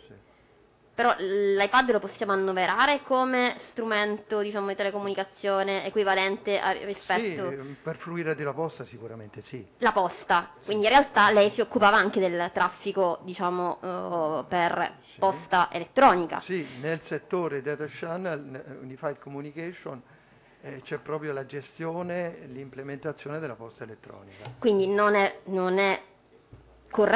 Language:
Italian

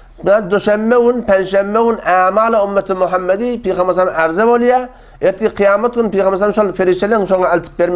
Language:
Turkmen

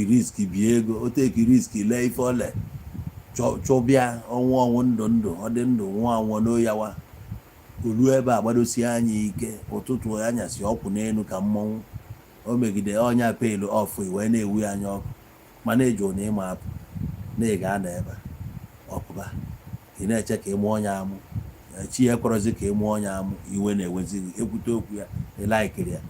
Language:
Igbo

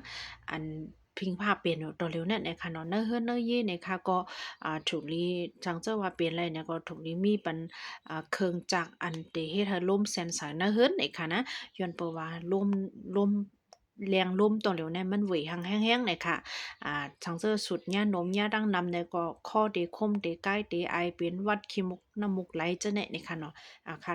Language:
Shan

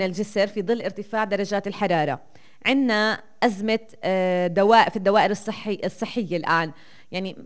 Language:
North Levantine Arabic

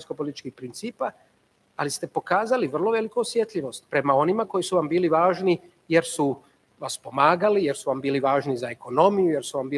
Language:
Croatian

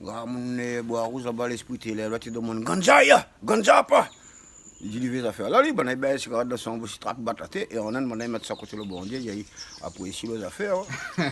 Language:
Réunion Creole French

